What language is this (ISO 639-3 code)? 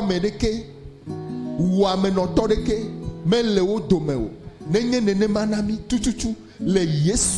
ewe